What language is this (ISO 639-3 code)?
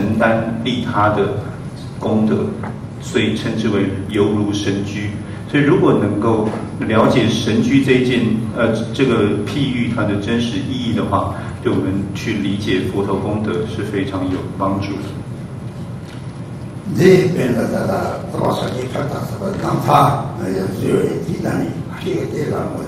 zho